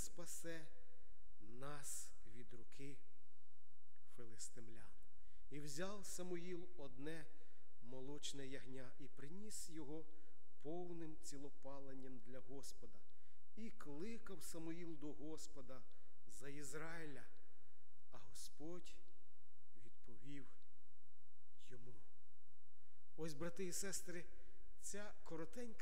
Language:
Ukrainian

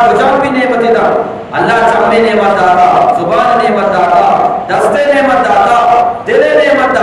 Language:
Eastern Balochi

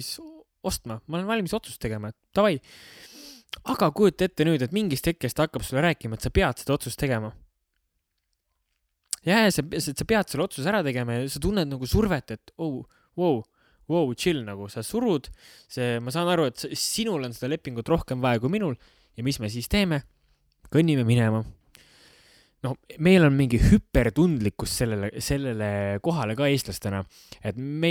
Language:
Estonian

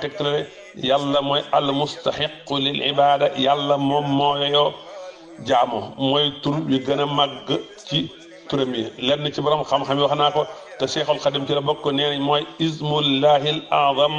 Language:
Wolof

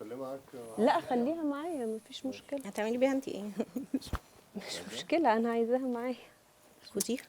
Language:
Egyptian Arabic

